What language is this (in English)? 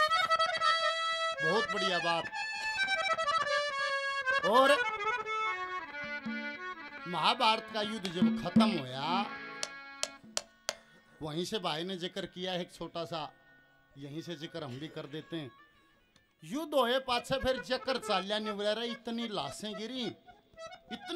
Haryanvi